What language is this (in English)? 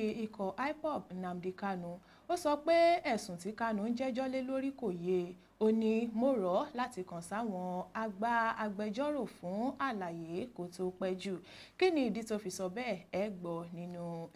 Yoruba